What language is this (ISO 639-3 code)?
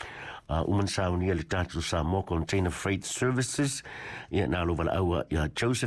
smo